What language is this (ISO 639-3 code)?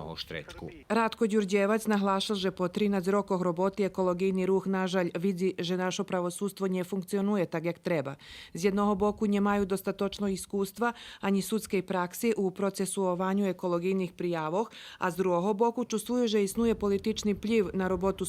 rue